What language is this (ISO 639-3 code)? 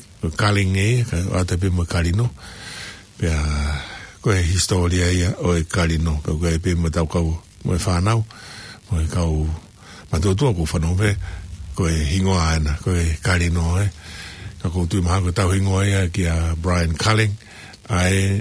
ton